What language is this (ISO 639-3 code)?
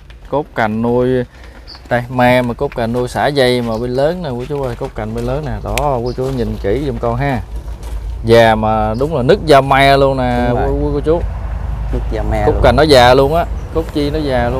vie